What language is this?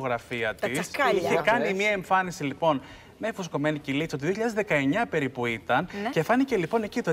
Greek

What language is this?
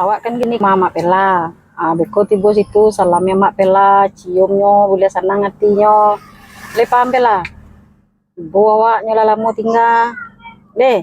Minangkabau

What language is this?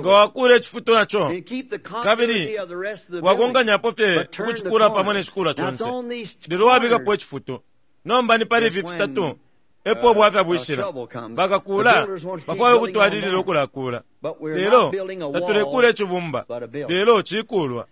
Bemba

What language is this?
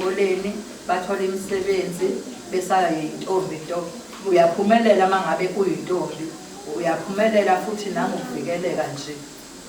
Zulu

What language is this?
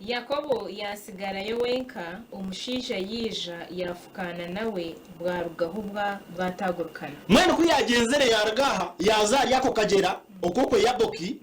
Nyankole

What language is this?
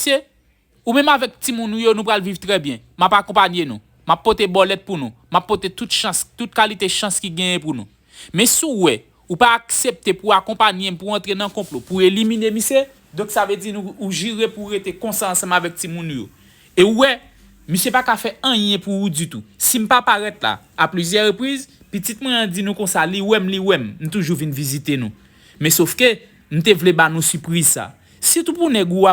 Haitian Creole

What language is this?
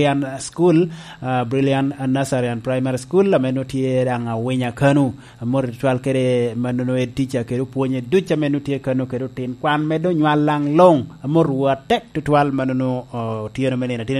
Lango (Uganda)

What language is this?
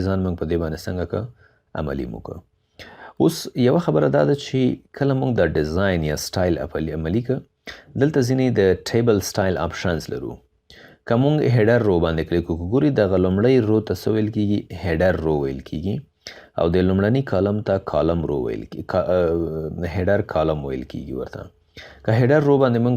Pashto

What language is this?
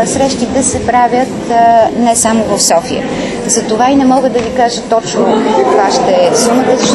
Bulgarian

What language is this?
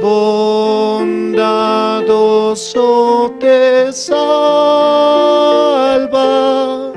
South Bolivian Quechua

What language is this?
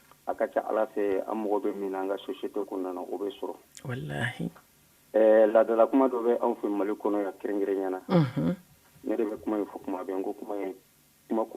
Bambara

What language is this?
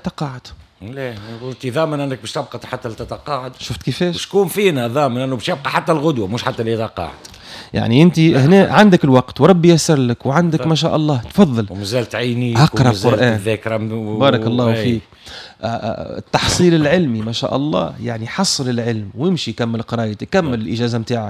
Tunisian Arabic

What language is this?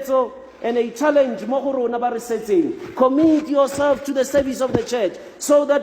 Tswana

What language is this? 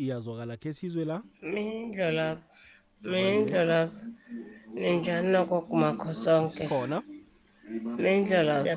South Ndebele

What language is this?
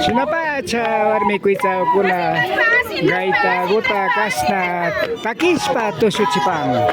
Imbabura Highland Quichua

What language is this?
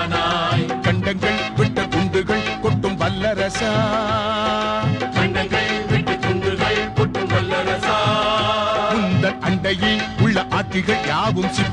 Tamil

